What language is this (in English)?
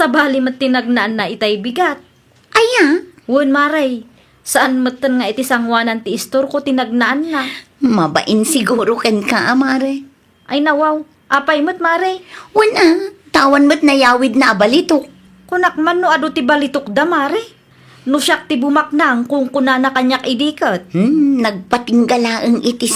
Iloko